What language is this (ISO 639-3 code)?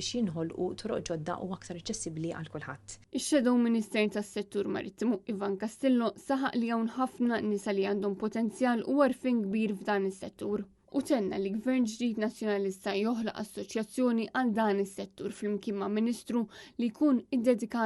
mlt